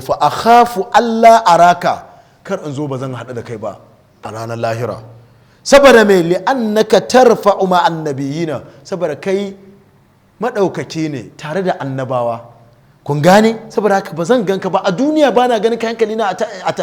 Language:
Hausa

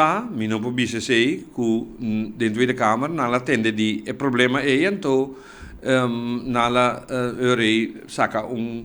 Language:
Papiamento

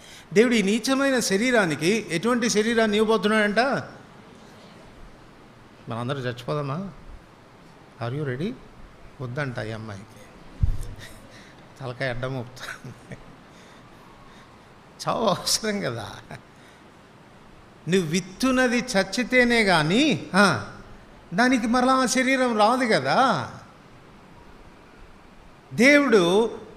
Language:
Telugu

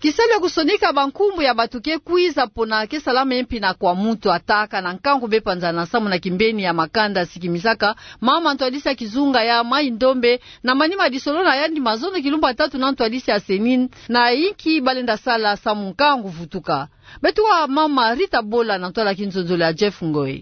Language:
Kituba (Democratic Republic of Congo)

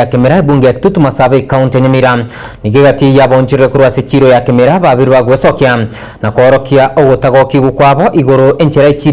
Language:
Gusii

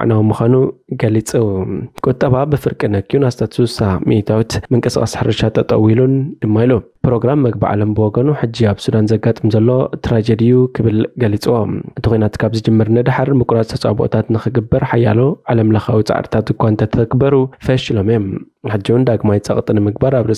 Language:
Tigrinya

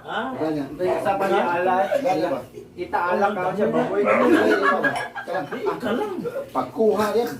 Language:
Cebuano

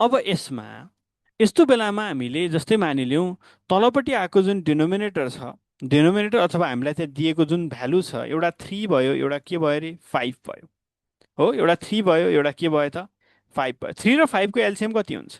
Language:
Nepali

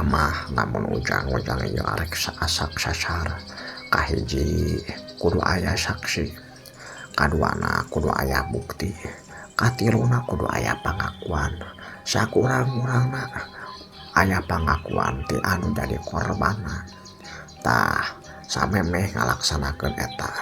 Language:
Sundanese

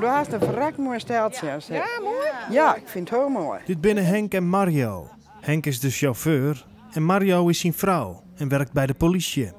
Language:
Western Frisian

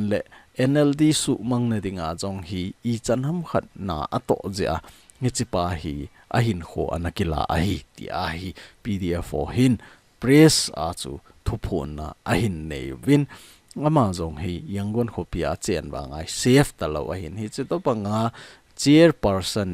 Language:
Thado Chin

